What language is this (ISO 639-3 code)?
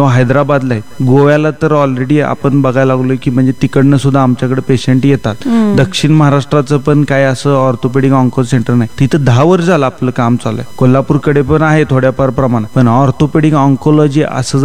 mar